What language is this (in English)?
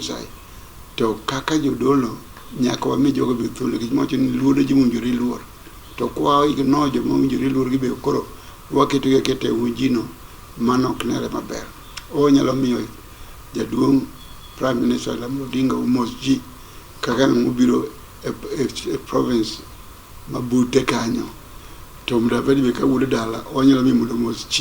Luo (Kenya and Tanzania)